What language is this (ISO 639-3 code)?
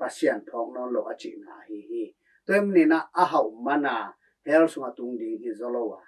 ctd